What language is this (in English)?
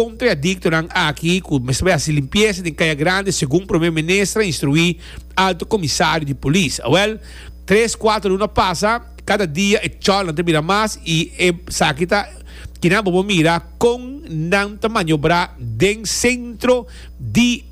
Papiamento